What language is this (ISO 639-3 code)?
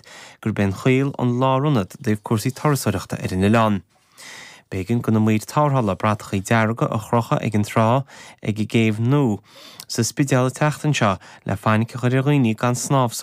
gle